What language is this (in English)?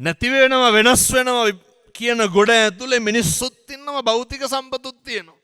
Sinhala